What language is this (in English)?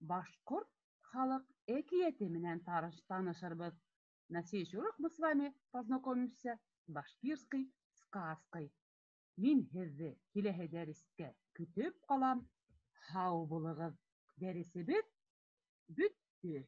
Bashkir